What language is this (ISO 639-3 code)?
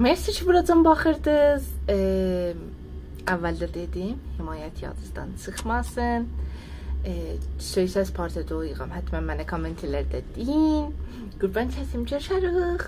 azb